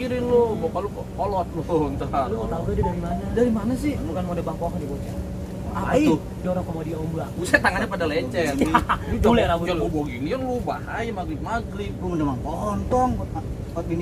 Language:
Betawi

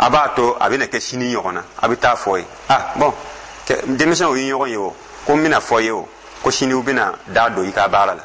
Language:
Dyula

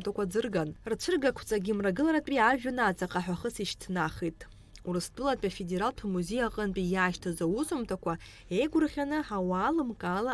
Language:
Abkhazian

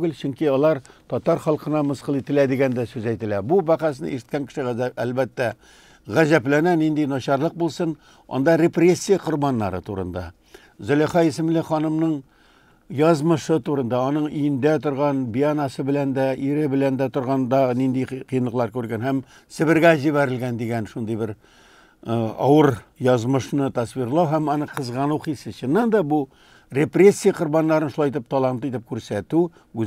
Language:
Tatar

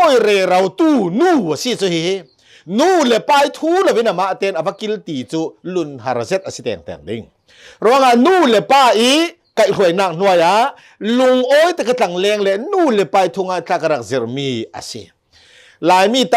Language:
Hakha Chin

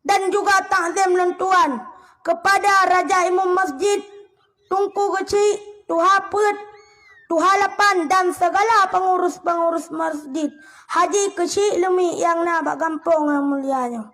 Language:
Achinese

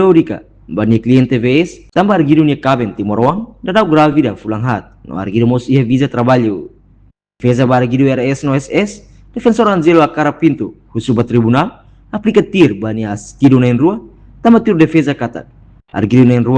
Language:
Tetum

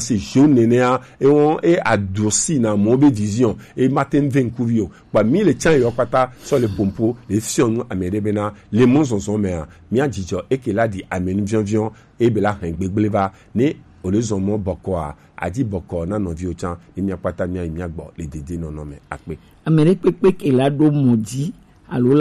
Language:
Gen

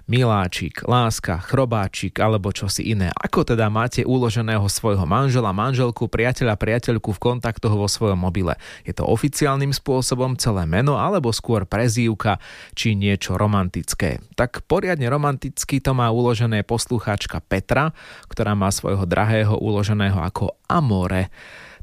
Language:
Slovak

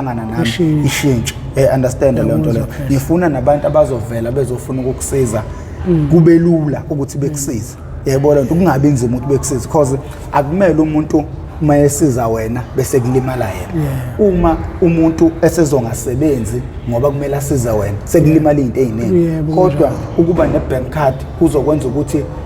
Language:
Zulu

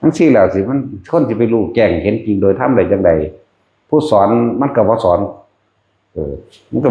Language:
Northeastern Thai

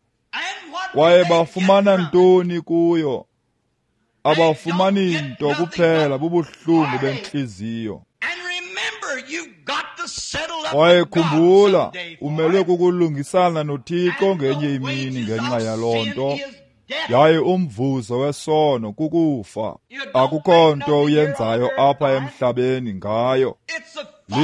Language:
Xhosa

